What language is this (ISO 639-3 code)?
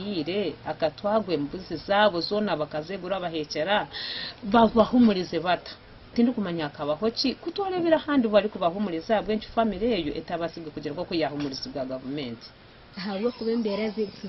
nyn